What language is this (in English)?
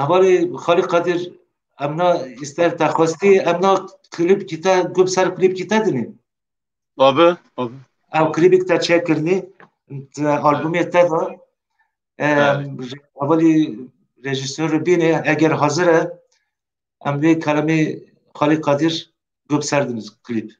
Kurdish